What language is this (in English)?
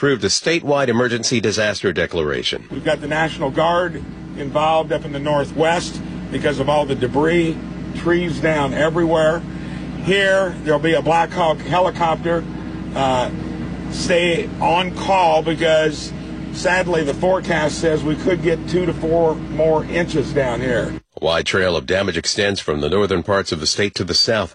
English